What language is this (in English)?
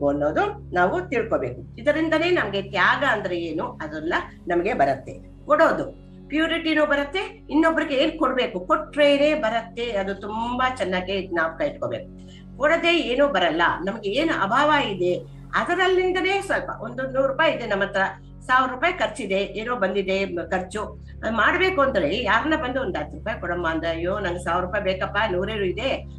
Kannada